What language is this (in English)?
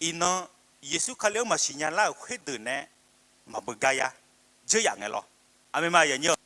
Akha